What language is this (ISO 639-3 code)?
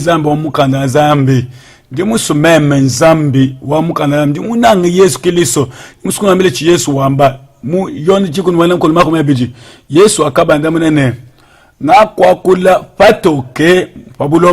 lua